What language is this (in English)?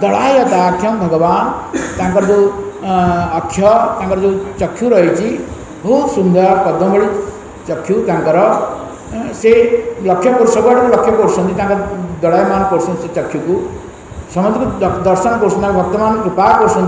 Odia